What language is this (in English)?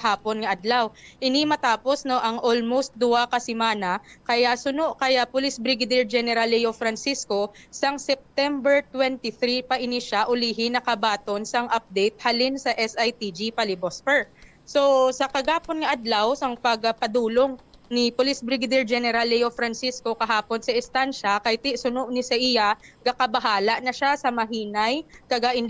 Hiligaynon